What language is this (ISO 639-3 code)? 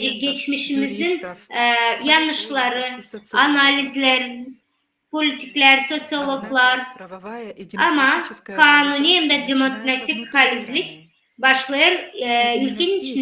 gag